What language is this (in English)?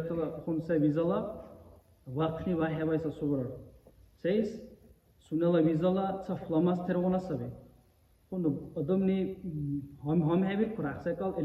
Dargwa